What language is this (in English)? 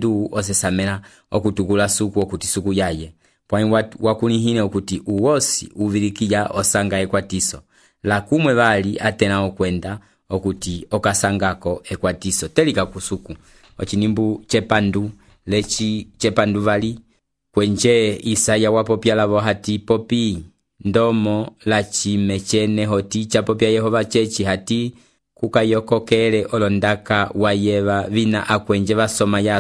Umbundu